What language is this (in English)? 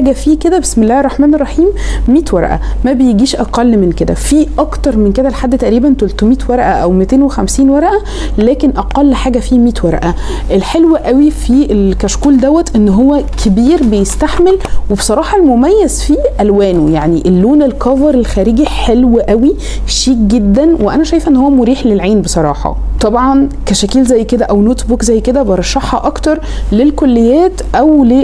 Egyptian Arabic